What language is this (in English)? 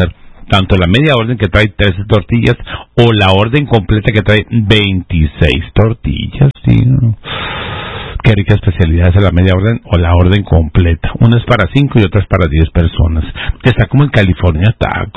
Spanish